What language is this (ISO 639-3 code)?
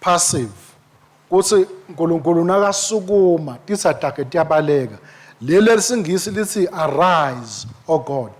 ssw